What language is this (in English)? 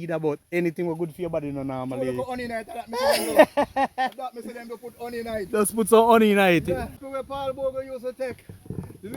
Jamaican Creole English